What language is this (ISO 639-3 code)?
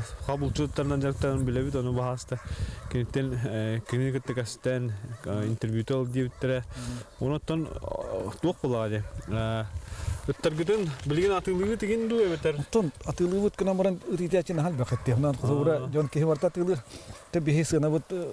sah